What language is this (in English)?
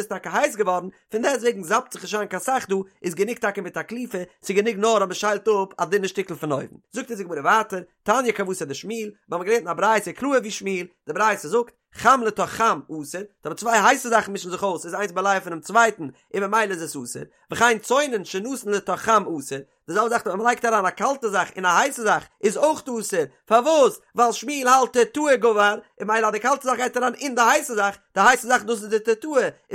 Yiddish